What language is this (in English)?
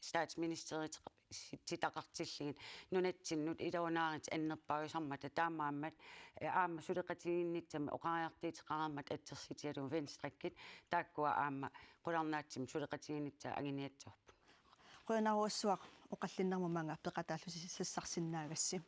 Kalaallisut